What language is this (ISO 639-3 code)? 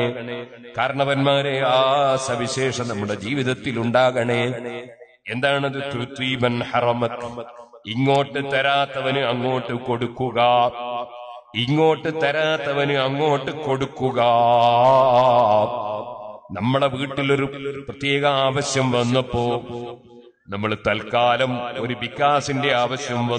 mal